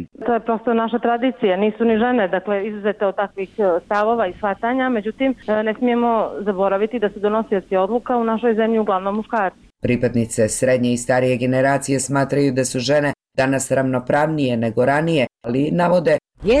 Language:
Bosnian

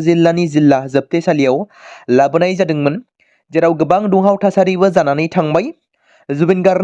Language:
Bodo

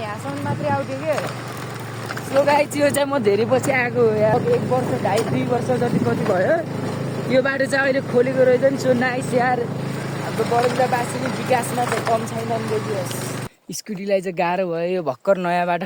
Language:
Nepali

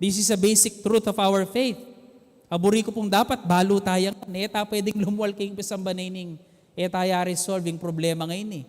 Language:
Pampanga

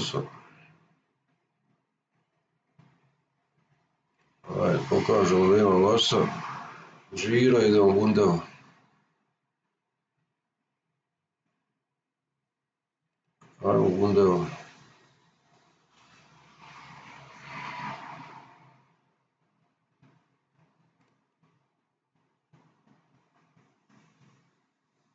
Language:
Croatian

